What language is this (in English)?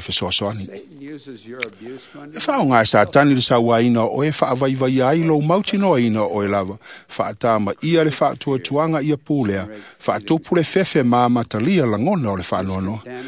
Samoan